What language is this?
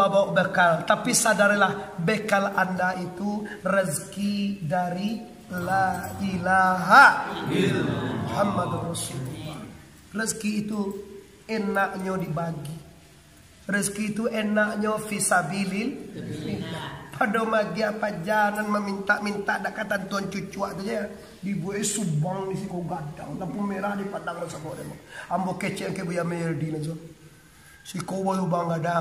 Minangkabau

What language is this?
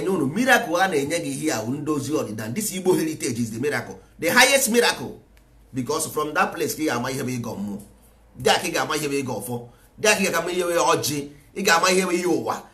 Igbo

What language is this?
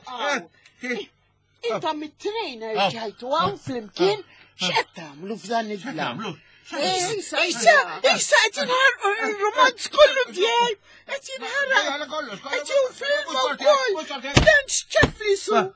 Maltese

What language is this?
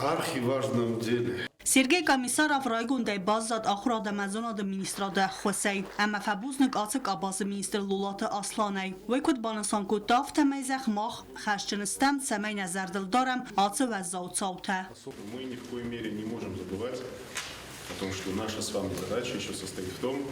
Ossetic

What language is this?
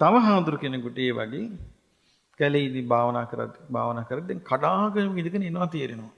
Sinhala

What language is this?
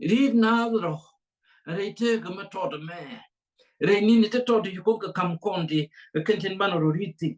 Nuer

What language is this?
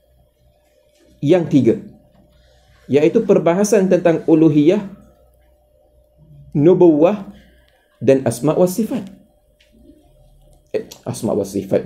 Malay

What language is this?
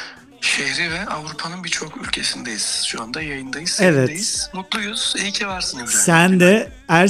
Turkish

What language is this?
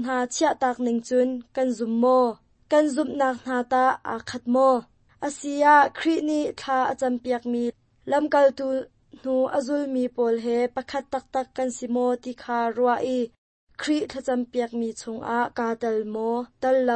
Hakha Chin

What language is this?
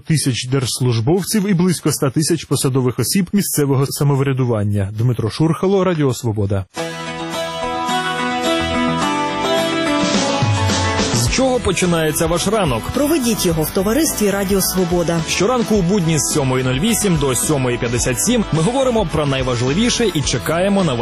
Ukrainian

